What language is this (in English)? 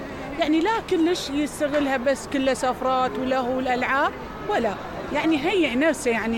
Mesopotamian Arabic